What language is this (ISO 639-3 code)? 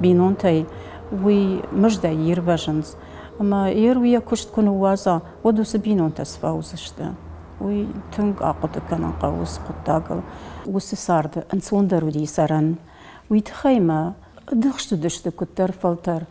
oss